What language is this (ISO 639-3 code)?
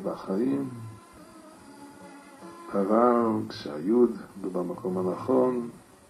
heb